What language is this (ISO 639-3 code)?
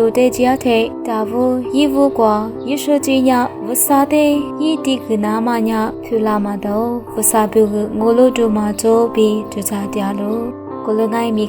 lis